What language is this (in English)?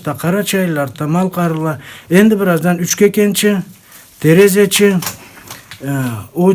Karachay-Balkar